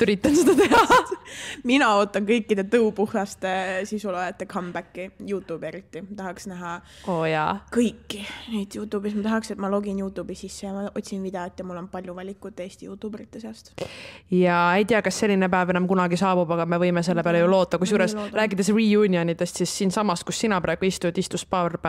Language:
Estonian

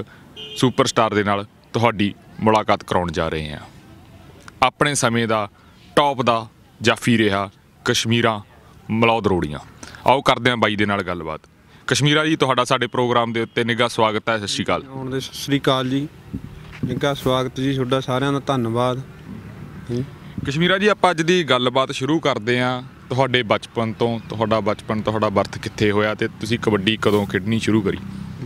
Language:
Punjabi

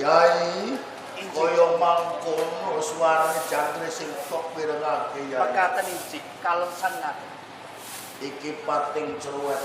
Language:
Javanese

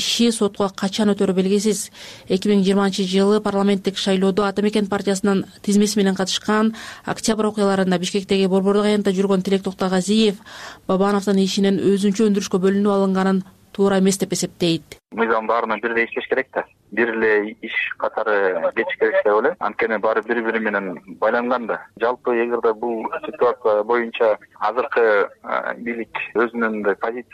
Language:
Kyrgyz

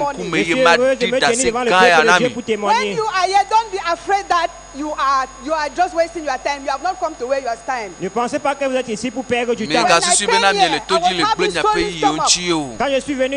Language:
Ewe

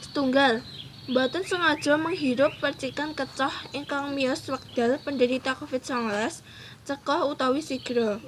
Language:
Javanese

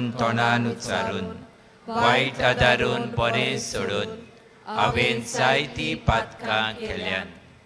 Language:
Konkani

